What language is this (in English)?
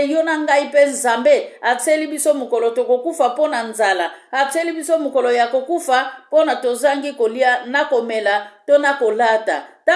Lingala